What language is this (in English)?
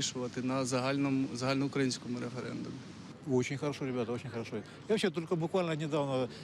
Crimean Tatar